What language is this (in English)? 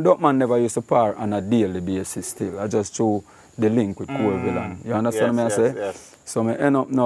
Jamaican Creole English